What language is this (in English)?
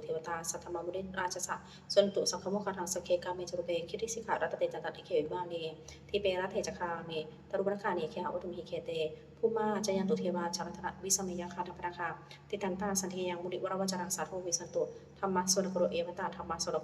Pali